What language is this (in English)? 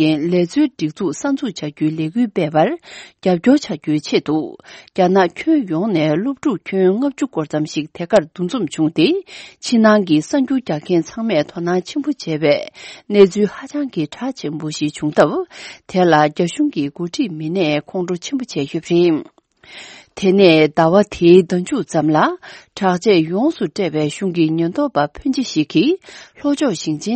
Tibetan